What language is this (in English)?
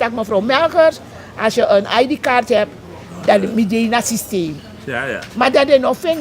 Sranan Tongo